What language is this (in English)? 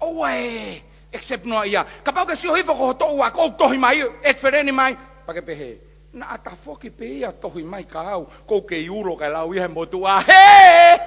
Tongan